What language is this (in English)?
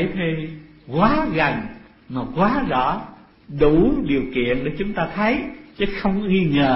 Vietnamese